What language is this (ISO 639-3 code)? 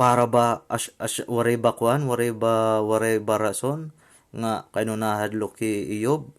war